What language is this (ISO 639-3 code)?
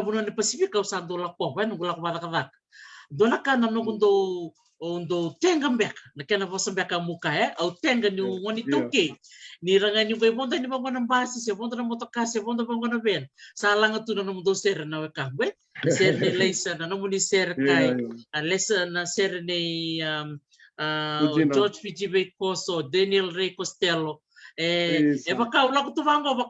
fij